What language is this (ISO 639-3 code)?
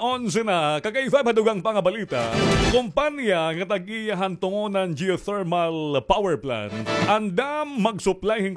war